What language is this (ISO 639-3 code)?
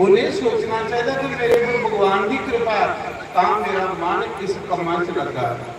doi